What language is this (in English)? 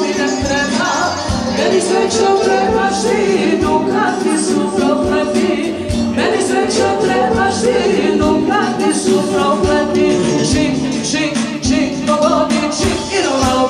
Serbian